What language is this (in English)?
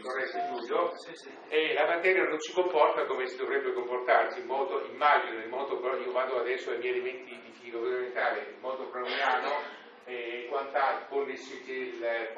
Italian